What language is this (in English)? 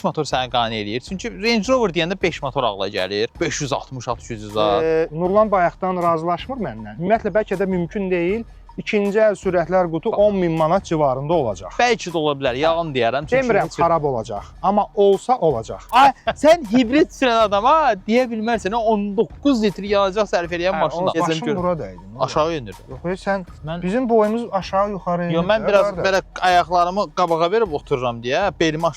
Azerbaijani